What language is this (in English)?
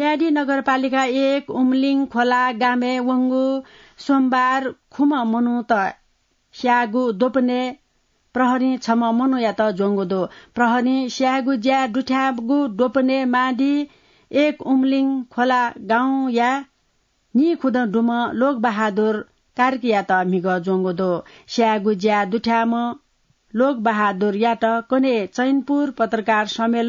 Newari